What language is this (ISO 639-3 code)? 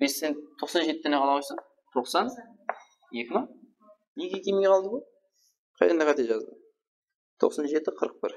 kaa